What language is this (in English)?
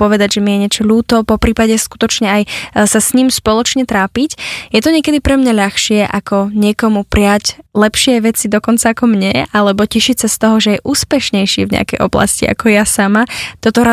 Slovak